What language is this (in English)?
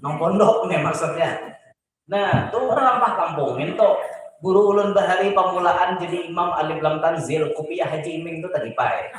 Banjar